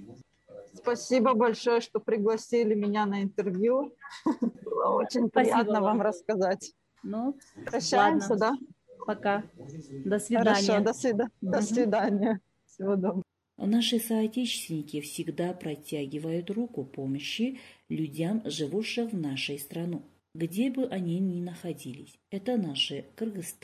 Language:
Russian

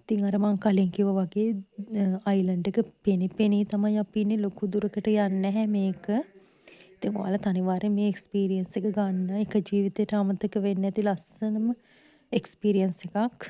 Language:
Sinhala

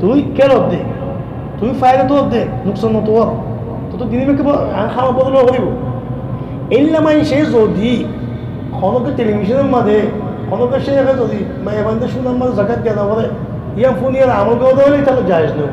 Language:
Rohingya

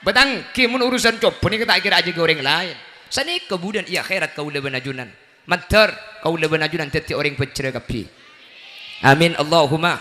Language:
Madurese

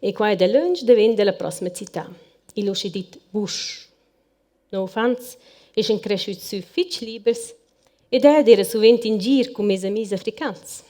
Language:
Romansh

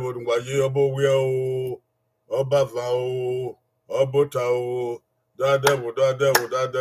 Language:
Bini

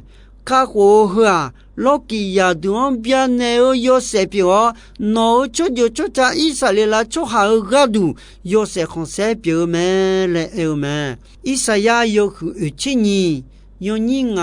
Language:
Akha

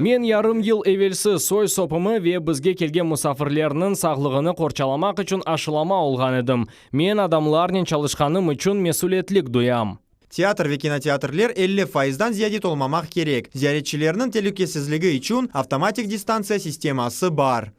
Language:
Crimean Tatar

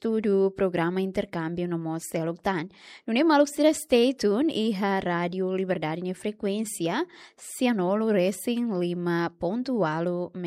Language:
Tetum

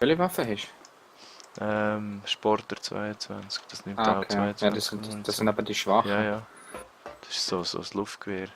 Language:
Swiss German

